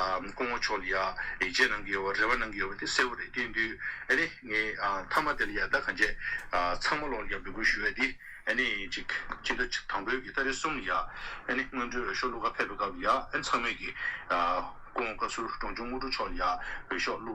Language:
Tibetan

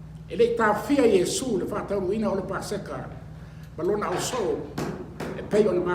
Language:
Samoan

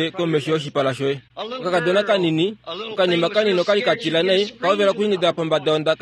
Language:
Kuanyama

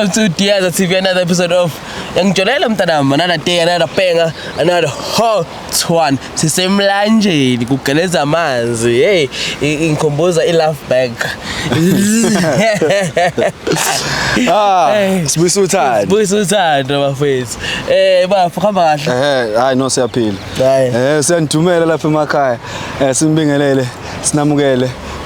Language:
Zulu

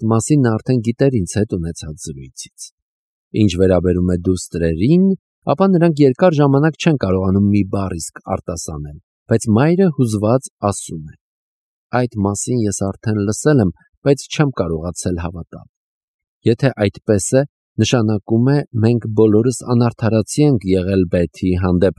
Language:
Armenian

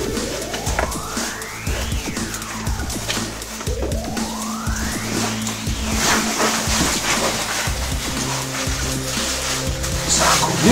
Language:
Italian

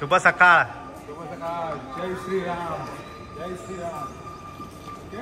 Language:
Konkani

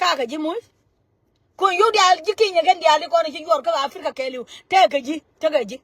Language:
Nuer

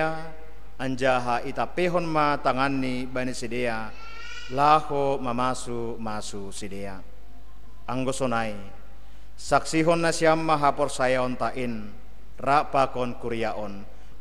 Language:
Batak Simalungun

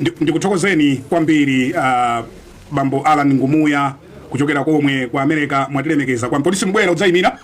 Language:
Nyanja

